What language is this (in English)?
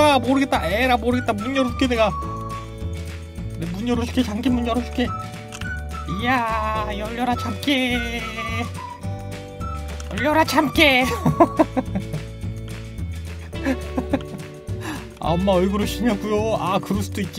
Korean